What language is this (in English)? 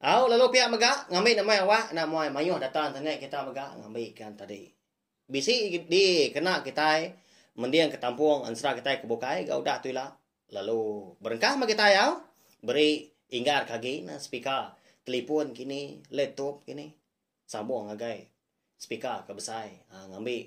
Iban